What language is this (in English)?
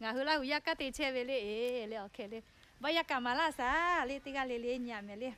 Lahu